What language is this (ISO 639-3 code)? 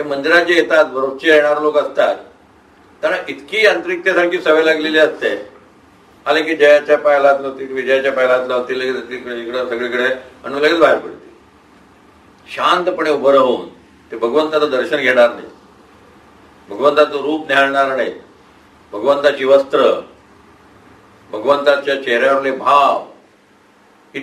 mar